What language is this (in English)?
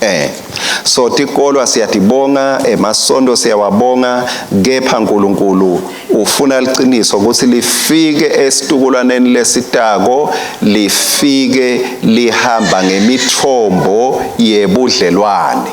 Swati